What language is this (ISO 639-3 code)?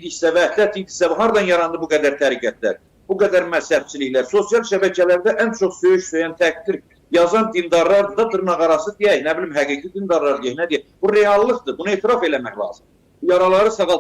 aze